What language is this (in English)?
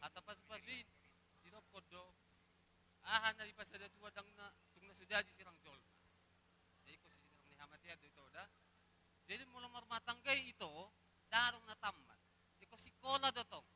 Batak Toba